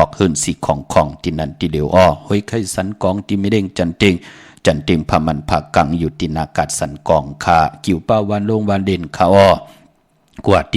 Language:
Shan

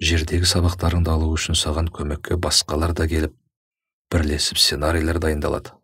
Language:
Kazakh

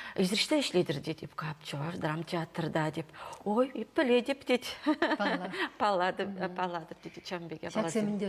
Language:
Chuvash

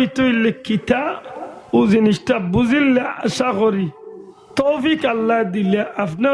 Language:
Sylheti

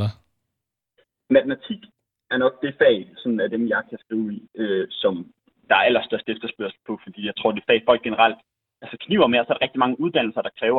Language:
Danish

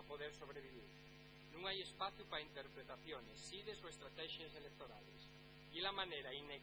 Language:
Asturian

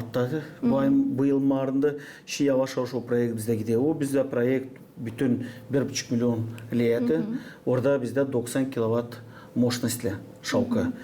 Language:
Gagauz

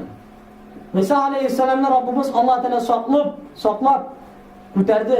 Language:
Tatar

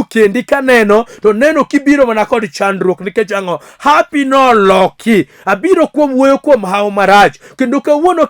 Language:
Luo (Kenya and Tanzania)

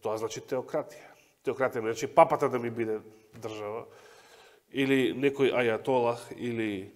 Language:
Macedonian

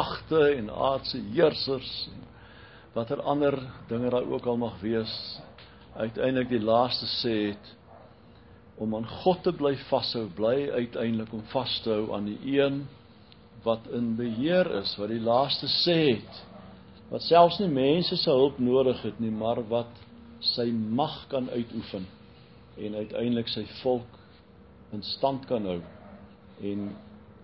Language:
Afrikaans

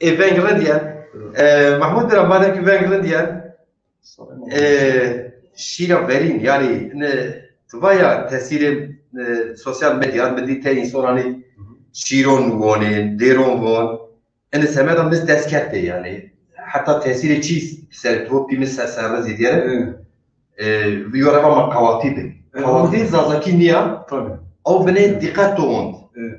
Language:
Zaza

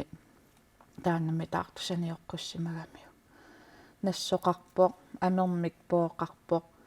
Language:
Kalaallisut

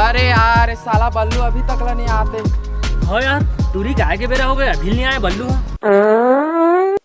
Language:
Chhattisgarhi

